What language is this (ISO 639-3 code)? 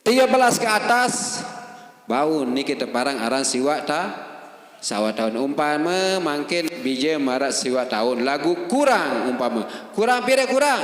sas